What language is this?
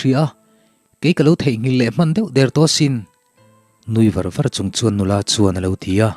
Mizo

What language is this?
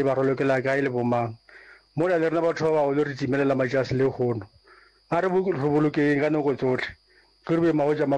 Northern Sotho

